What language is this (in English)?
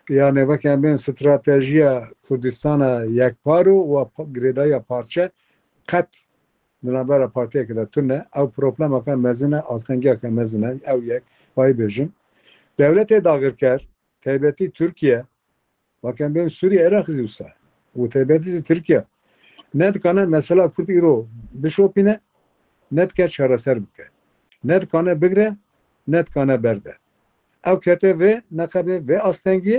Kurdish